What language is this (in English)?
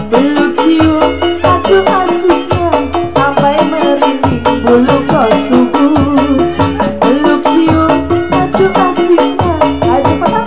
Betawi